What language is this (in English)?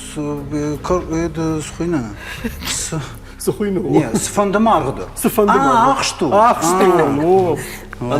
Ossetic